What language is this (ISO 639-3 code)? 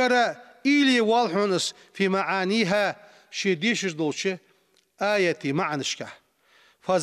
inh